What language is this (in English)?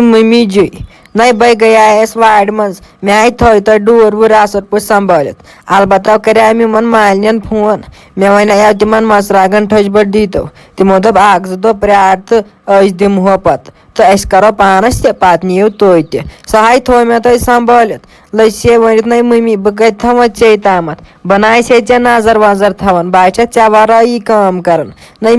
Kashmiri